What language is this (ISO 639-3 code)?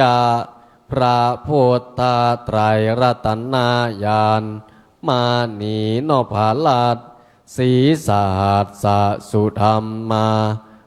pli